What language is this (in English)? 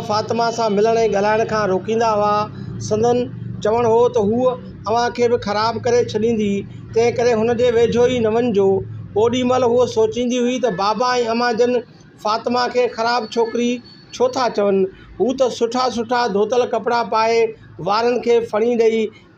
Sindhi